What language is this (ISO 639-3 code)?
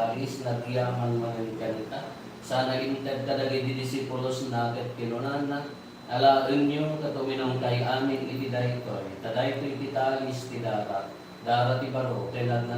ilo